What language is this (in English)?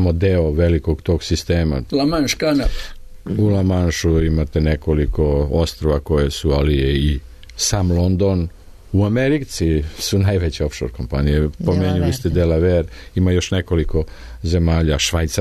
Serbian